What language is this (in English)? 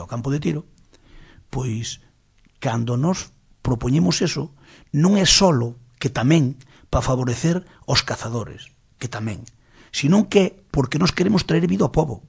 Galician